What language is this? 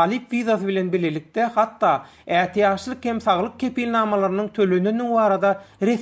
Turkmen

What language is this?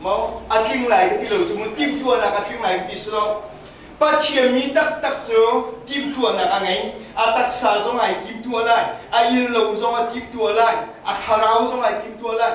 Hakha Chin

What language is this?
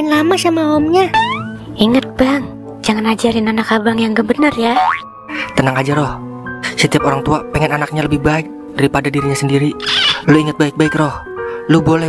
Betawi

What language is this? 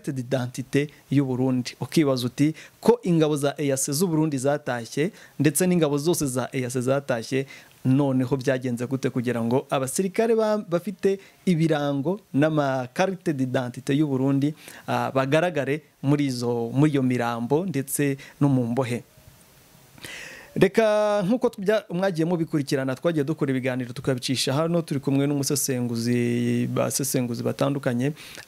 Kinyarwanda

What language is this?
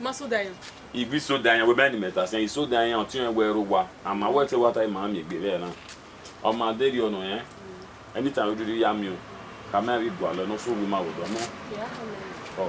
Bini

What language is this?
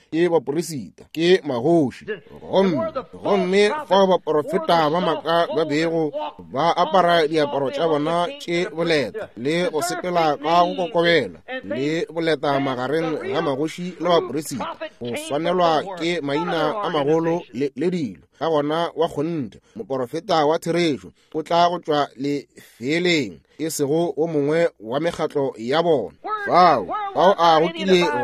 Northern Sotho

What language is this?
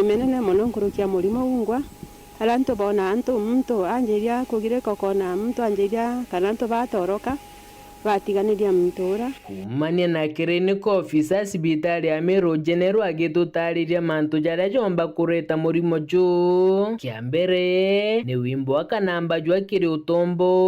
Meru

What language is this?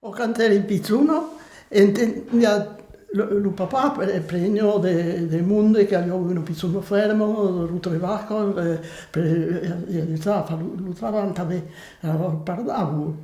Occitan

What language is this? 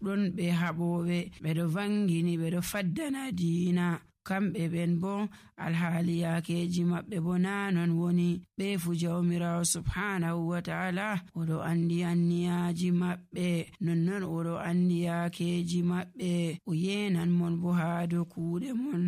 Nigerian Fulfulde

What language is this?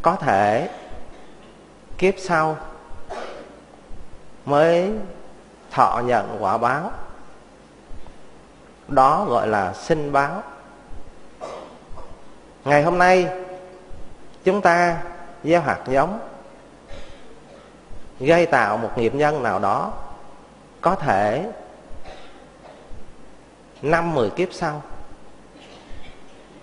Vietnamese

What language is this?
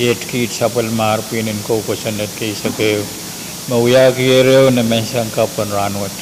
Pohnpeian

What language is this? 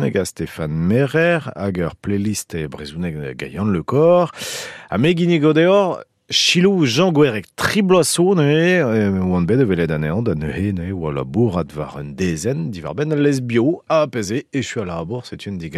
Breton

